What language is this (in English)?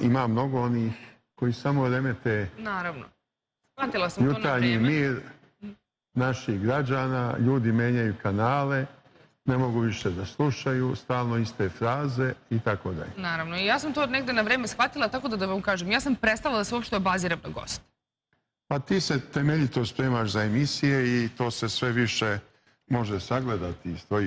Serbian